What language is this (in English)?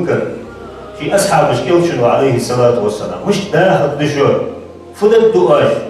Ingush